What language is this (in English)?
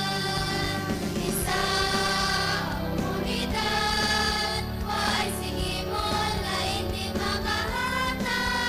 Hiligaynon